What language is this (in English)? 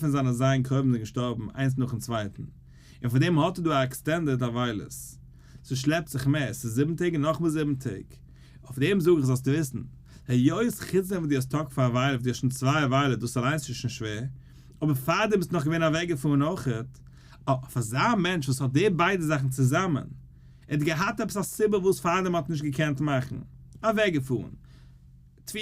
Yiddish